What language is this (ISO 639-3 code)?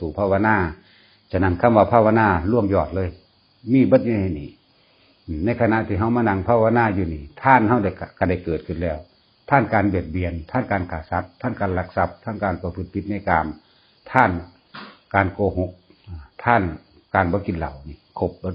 tts